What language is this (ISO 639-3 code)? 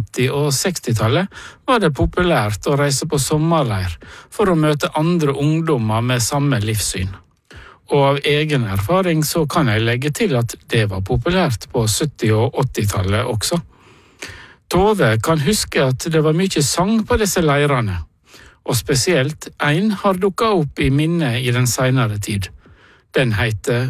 nor